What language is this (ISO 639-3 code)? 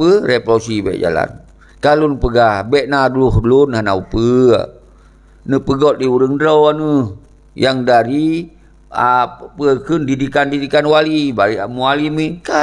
ace